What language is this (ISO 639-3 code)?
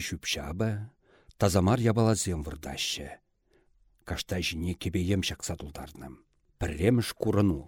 chv